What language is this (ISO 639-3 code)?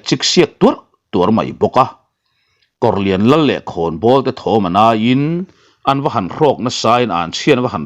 lus